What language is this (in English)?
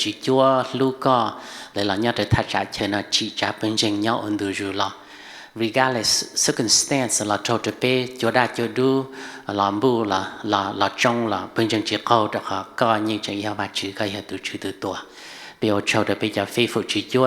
Hmong